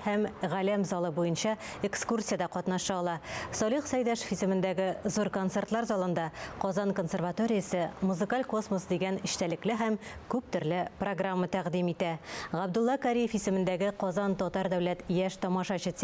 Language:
Tatar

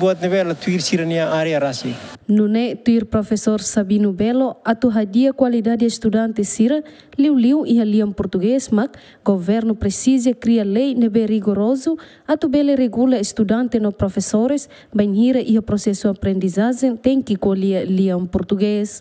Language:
Tetum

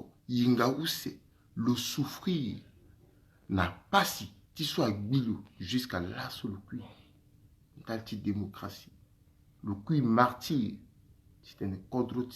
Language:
Sango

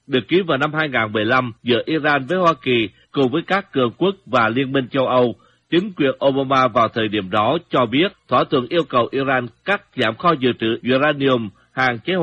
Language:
Vietnamese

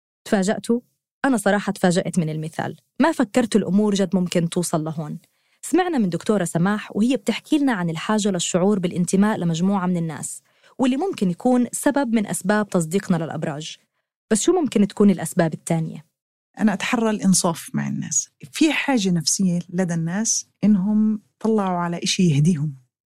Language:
North Levantine Arabic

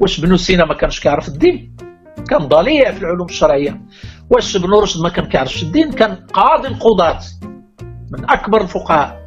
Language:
Moroccan Arabic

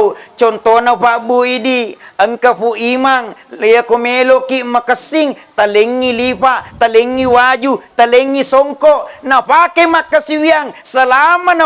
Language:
Buginese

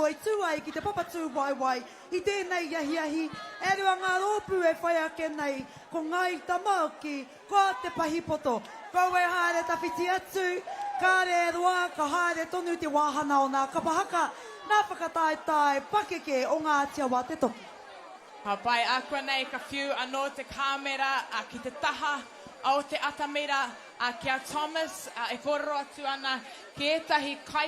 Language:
Māori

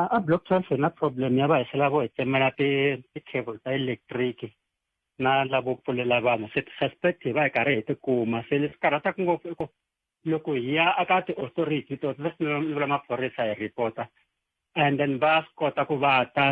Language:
Tsonga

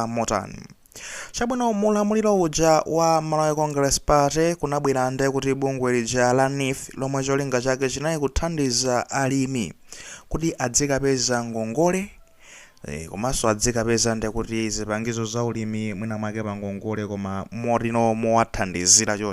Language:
Nyanja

